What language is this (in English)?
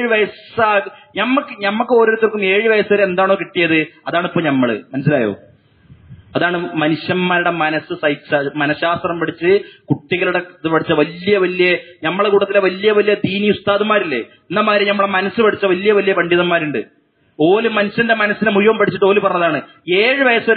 Malayalam